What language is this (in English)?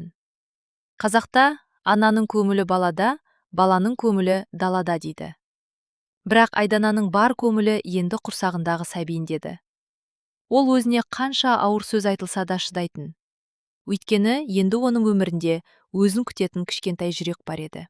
Kazakh